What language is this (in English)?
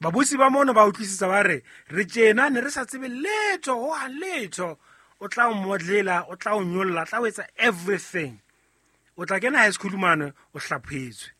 Southern Sotho